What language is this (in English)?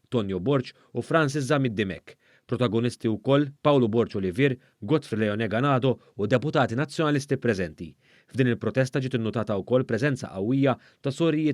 Maltese